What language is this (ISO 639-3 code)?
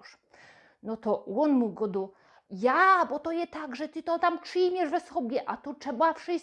szl